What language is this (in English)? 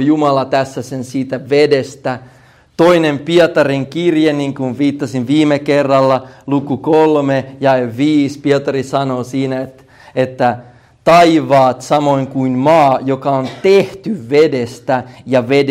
Finnish